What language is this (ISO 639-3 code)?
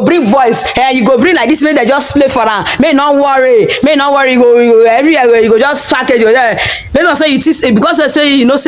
pcm